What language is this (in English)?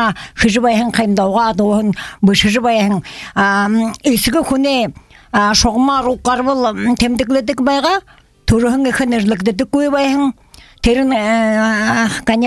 Buriat